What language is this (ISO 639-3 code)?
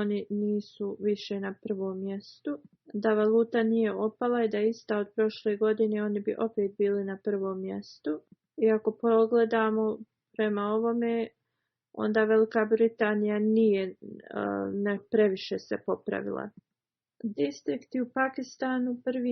bos